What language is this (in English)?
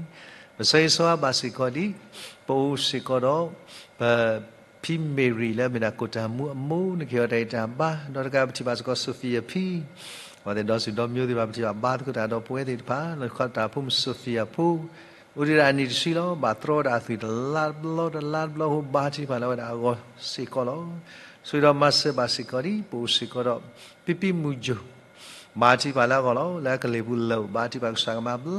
S'gaw Karen